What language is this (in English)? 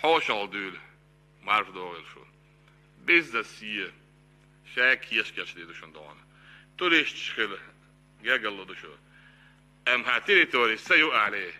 Ingush